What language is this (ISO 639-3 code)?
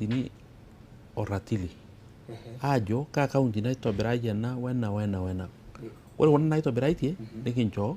mas